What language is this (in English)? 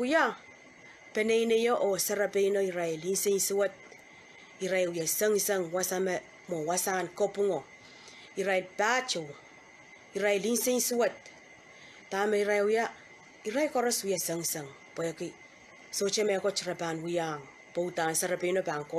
Pohnpeian